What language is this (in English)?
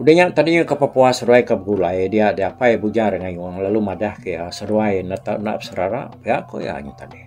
Iban